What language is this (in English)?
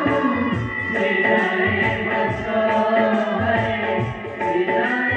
Odia